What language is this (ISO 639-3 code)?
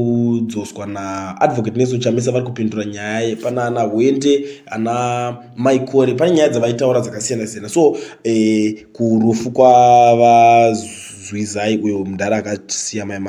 sna